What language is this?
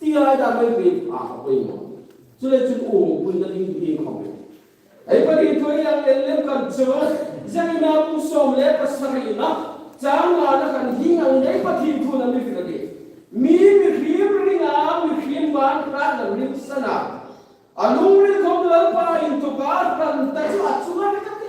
Hmar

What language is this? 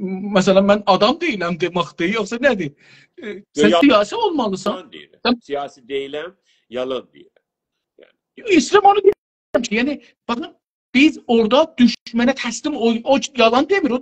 South Azerbaijani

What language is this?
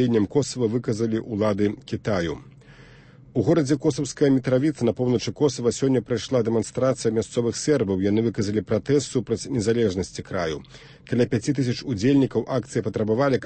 Belarusian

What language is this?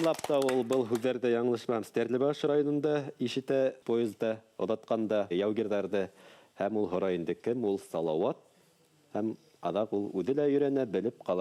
Bashkir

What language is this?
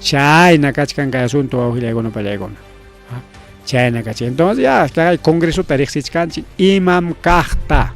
Ayacucho Quechua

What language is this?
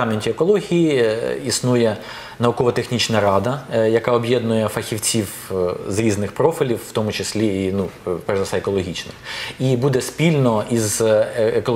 Ukrainian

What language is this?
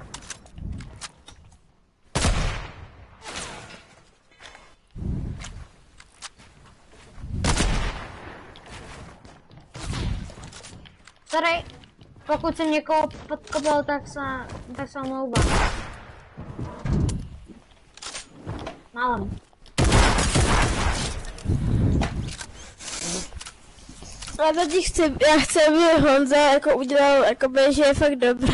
Czech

